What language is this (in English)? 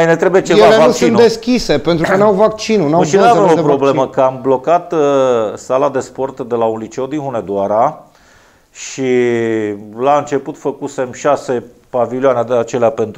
Romanian